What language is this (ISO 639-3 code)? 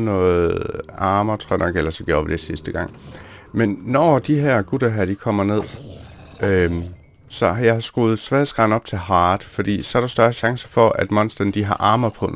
dan